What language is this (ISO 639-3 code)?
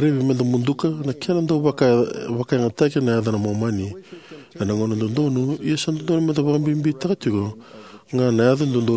fij